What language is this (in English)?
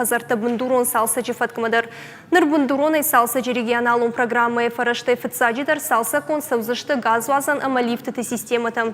Ossetic